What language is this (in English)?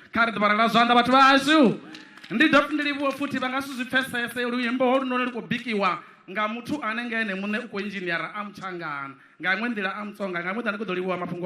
Venda